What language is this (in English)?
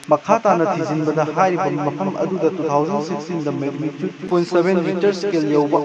Manipuri